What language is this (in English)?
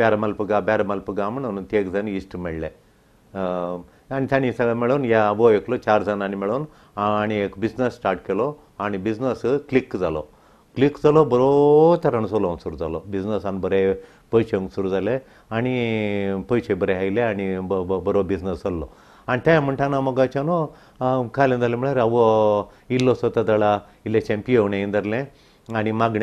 Konkani